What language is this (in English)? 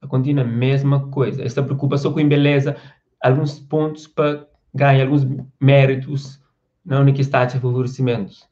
Kabuverdianu